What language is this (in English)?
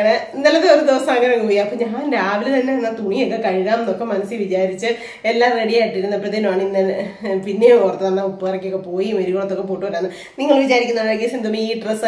Malayalam